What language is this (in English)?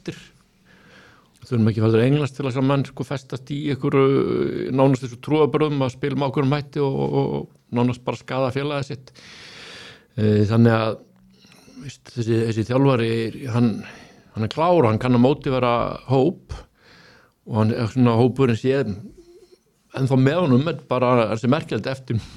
Icelandic